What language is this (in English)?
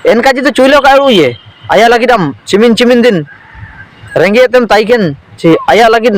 Ho